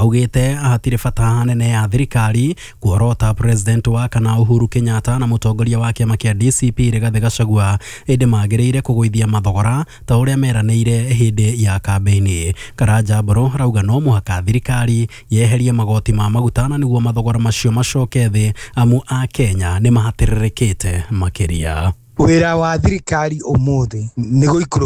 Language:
Kikuyu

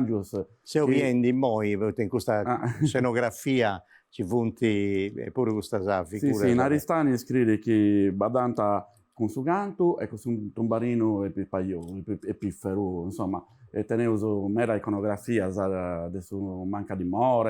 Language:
Sardinian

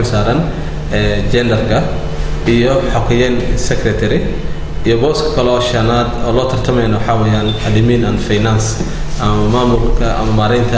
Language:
Somali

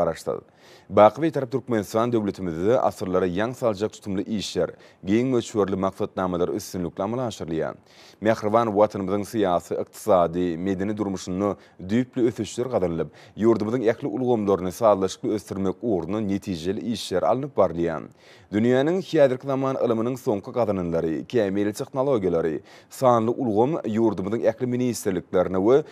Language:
Turkmen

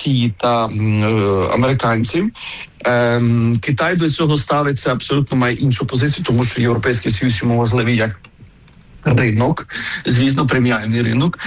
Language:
Ukrainian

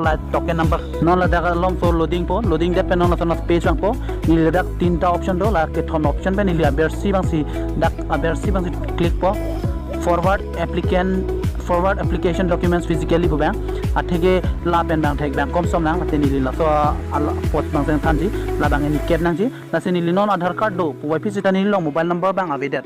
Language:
Karbi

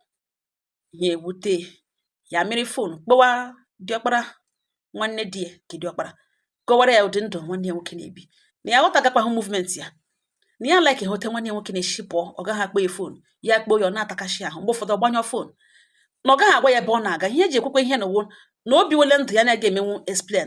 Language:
Igbo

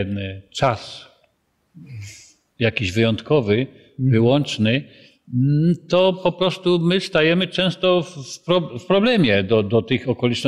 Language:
Polish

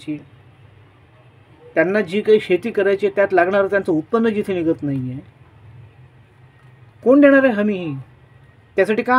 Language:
Marathi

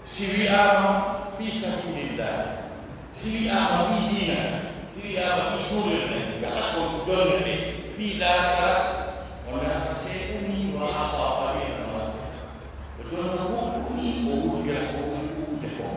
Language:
Pular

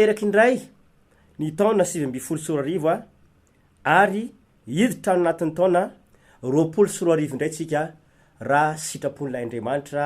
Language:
Malagasy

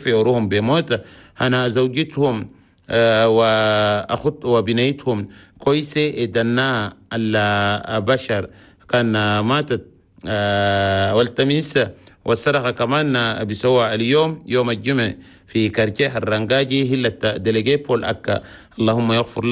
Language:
Chadian Arabic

